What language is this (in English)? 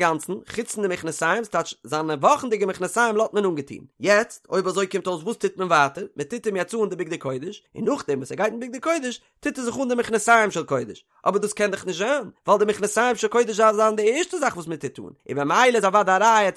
Yiddish